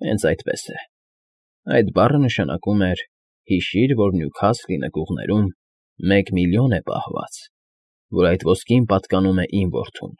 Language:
Armenian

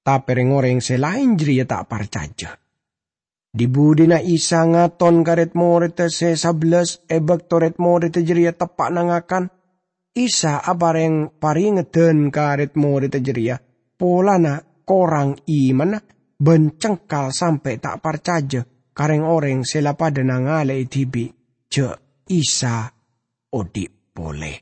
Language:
Madurese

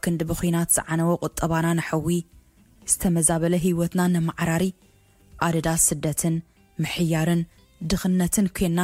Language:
Tigrinya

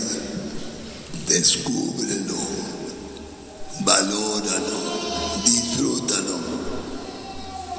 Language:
Spanish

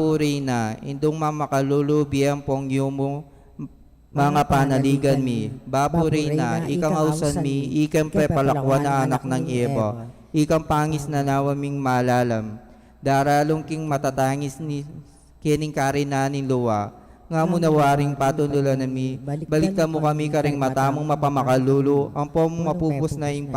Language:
Pampanga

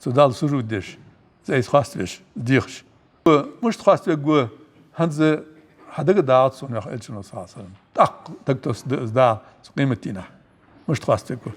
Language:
Ingush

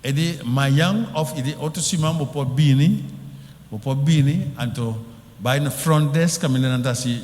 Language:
Papiamento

